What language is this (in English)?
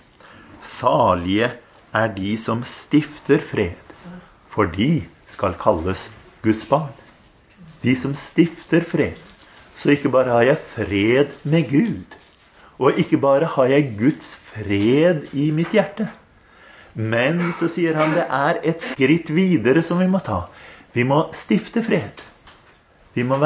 Norwegian